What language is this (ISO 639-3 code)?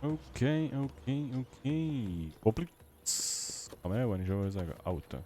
gsw